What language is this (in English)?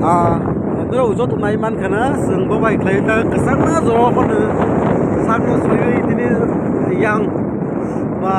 Kok Borok